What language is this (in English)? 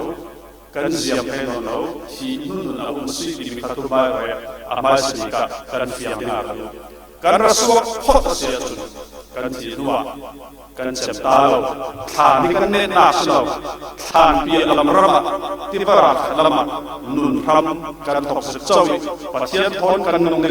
Falam Chin